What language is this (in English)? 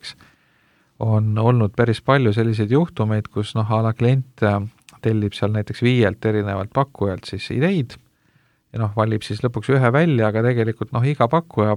Estonian